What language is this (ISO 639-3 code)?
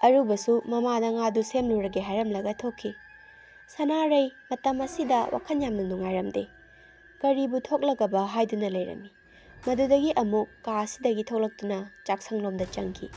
mni